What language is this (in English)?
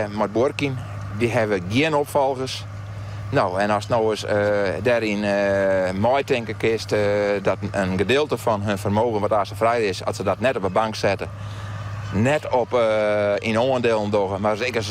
Western Frisian